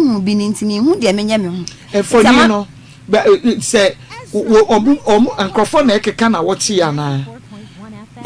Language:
Akan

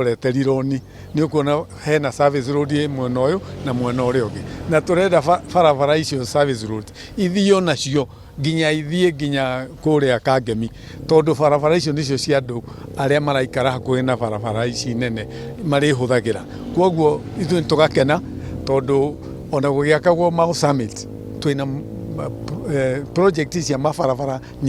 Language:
Kikuyu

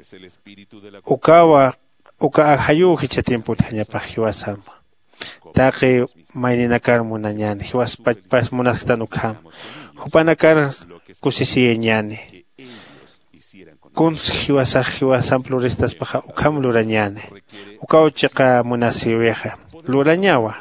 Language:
Aymara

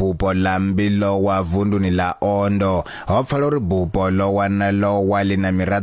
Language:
Venda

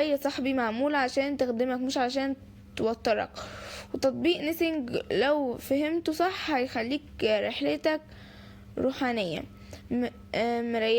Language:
Egyptian Arabic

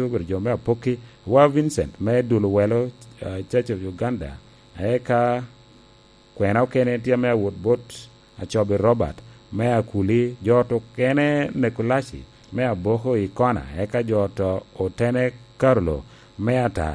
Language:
Lango (Uganda)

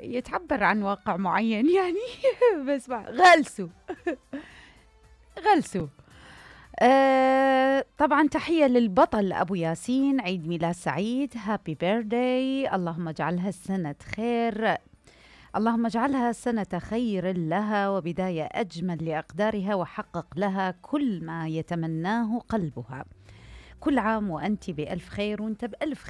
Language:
Mesopotamian Arabic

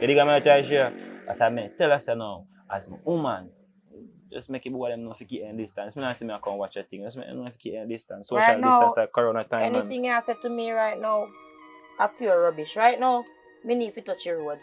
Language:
Jamaican Creole English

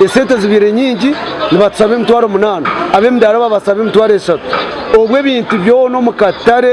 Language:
Nyankole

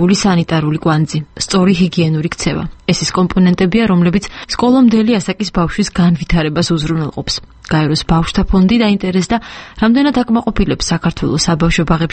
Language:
Georgian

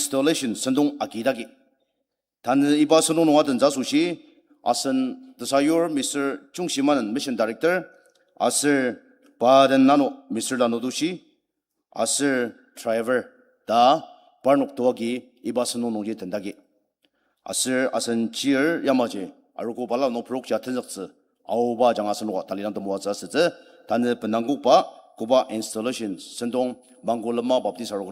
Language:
Ao Naga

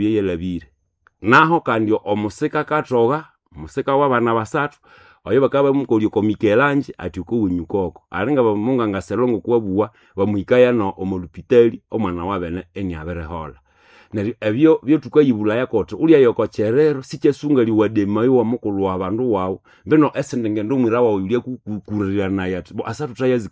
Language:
Nande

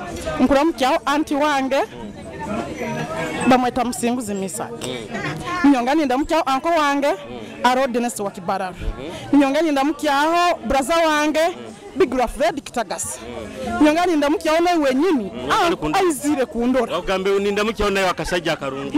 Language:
Nyoro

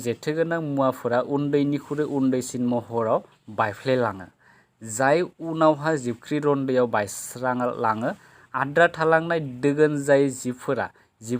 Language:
Bodo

